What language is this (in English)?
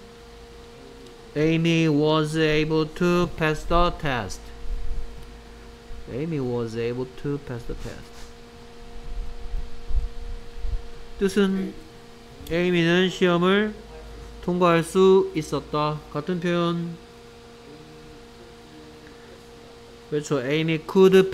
Korean